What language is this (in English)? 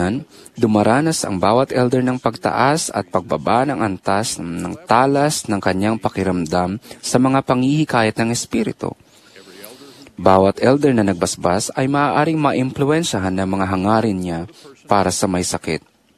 Filipino